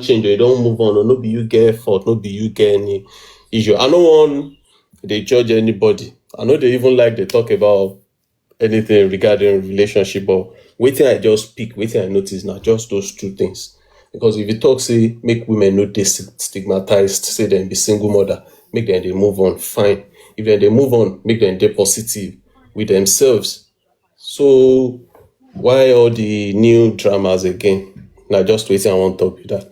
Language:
Nigerian Pidgin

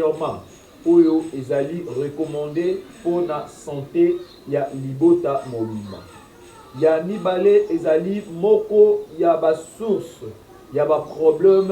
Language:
Lingala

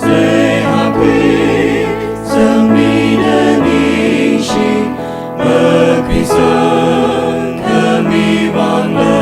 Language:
Tangkhul Naga (India)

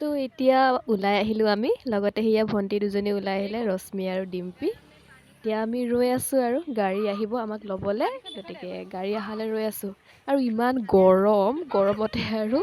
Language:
Assamese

